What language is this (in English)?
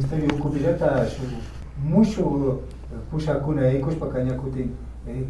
Imbabura Highland Quichua